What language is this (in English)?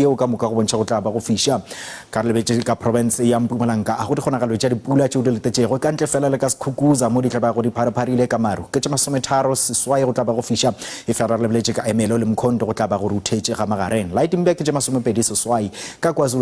Northern Sotho